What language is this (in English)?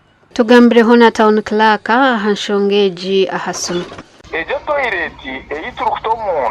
Nyankole